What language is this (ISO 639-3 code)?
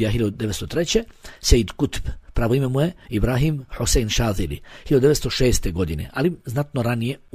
bos